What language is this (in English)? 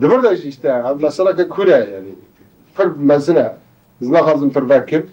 Kurdish